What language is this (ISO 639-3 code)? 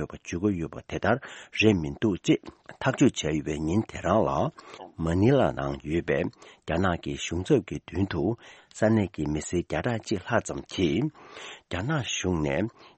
bod